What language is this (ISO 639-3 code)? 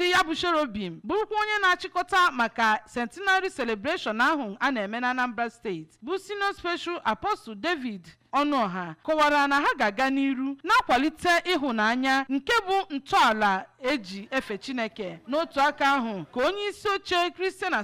ibo